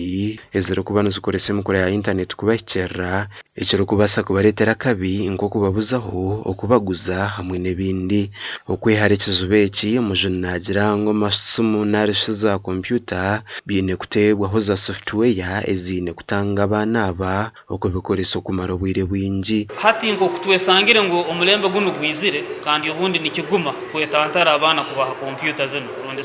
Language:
Nyankole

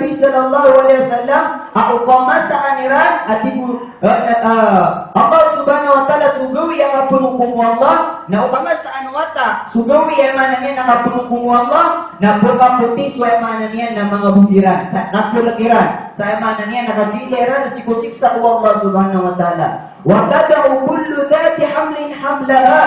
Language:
Maranao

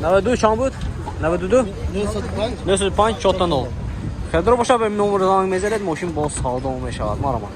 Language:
Tajik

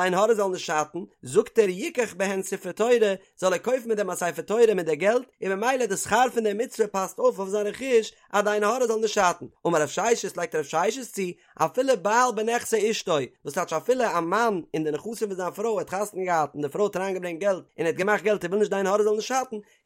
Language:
Yiddish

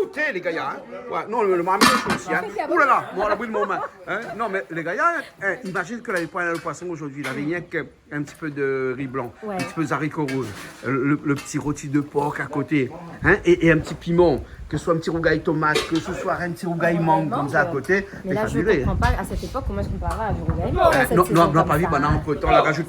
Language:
Réunion Creole French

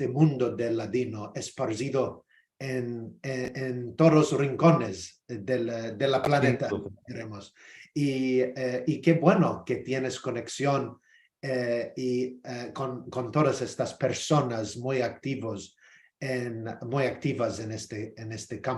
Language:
Ladino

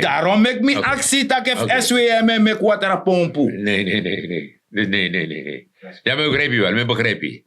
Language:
Sranan Tongo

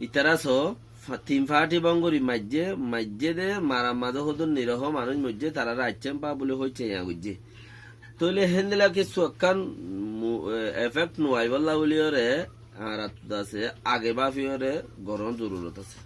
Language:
Rohingya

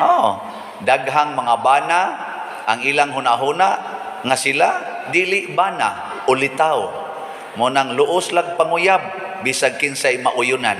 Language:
Cebuano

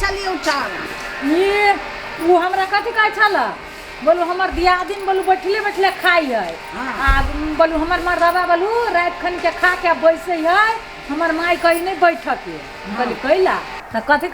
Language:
Maithili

